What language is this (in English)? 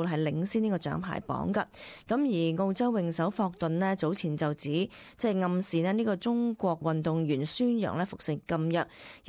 Cantonese